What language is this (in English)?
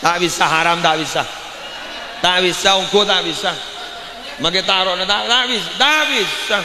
Madurese